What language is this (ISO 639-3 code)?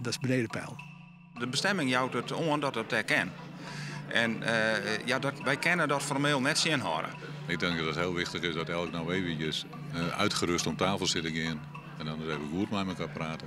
fry